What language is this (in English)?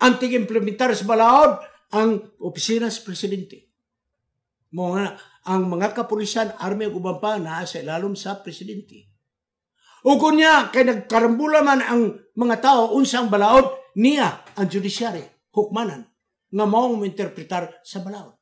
Cebuano